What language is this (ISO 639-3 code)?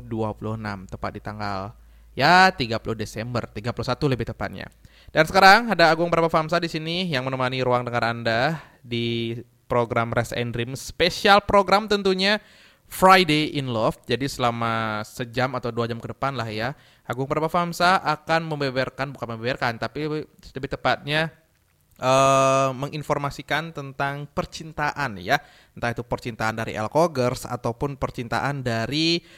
ind